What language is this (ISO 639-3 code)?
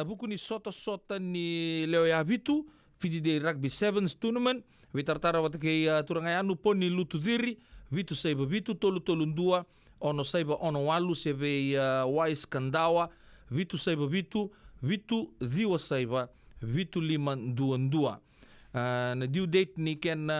fij